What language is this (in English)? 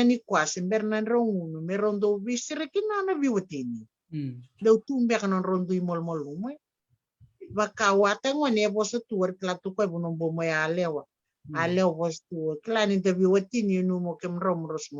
Fijian